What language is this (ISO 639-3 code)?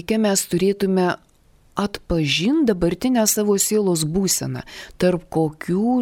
lit